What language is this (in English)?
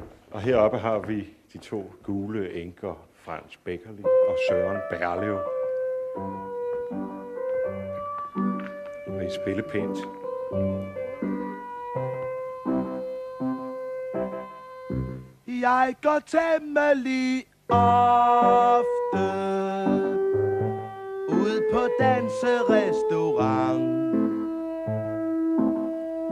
Danish